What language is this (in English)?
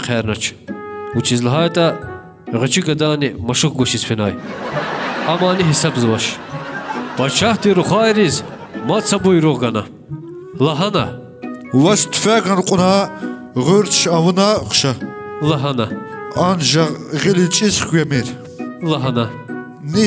Lezghian